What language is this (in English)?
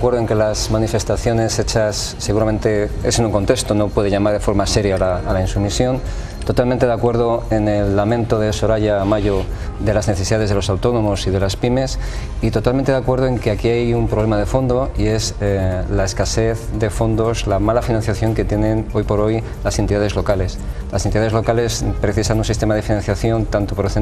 Spanish